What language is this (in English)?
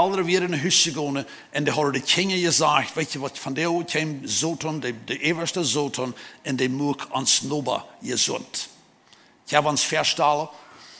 Plautdietsch